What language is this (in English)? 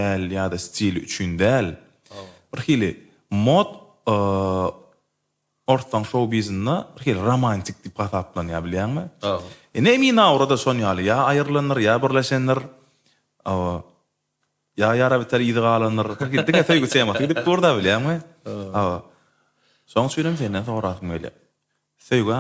Turkmen